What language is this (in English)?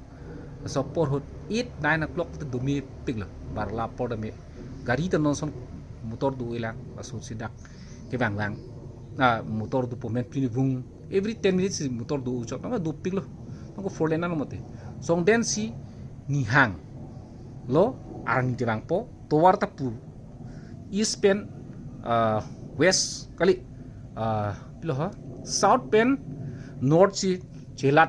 Karbi